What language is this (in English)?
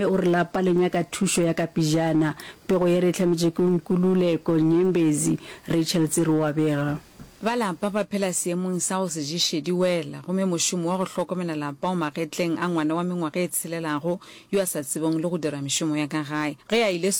Northern Sotho